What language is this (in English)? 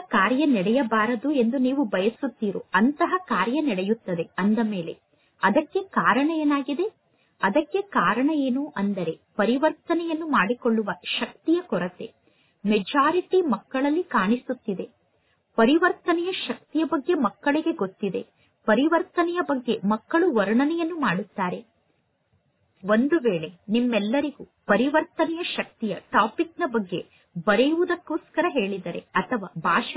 Kannada